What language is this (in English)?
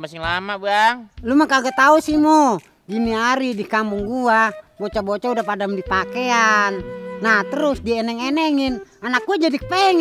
Betawi